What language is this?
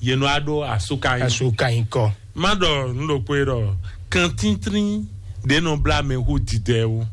Fon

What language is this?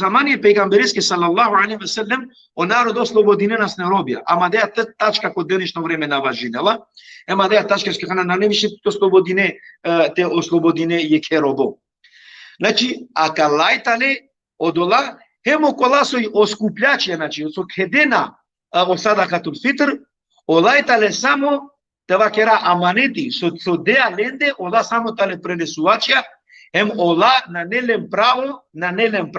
Balkan Romani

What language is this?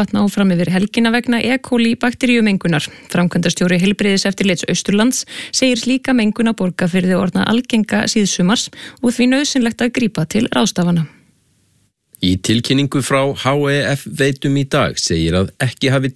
Icelandic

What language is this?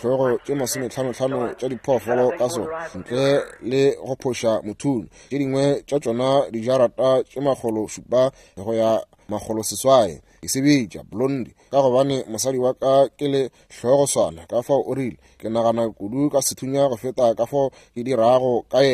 Northern Sotho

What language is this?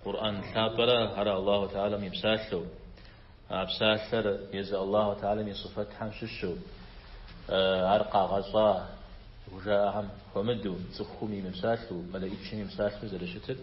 Kabardian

